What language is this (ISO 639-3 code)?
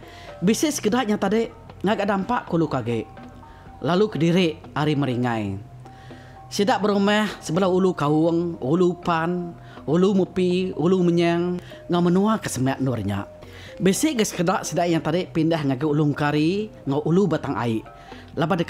iba